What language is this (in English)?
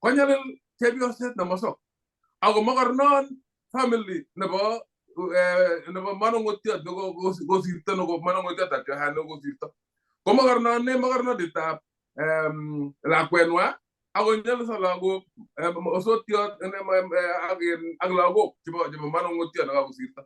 Kalenjin